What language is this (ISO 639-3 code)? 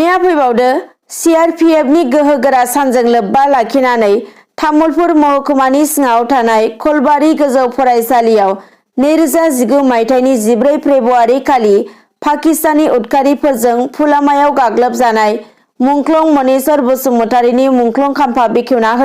brx